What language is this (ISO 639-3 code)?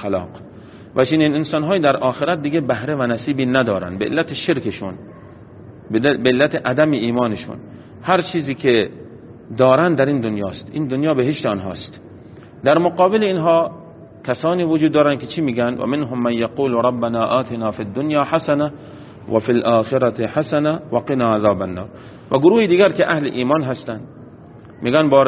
fas